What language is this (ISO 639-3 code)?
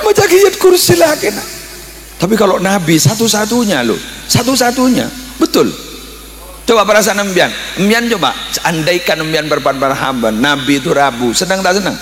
mad